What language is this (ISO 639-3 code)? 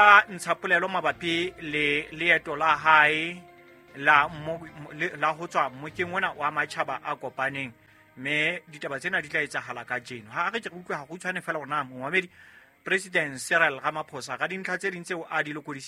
sot